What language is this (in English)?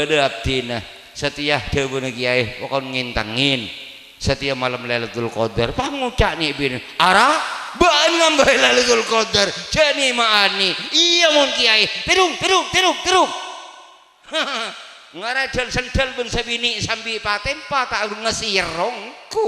Madurese